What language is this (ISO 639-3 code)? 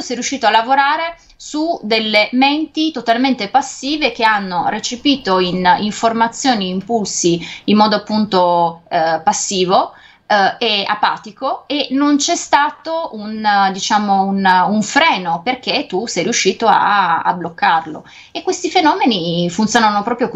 ita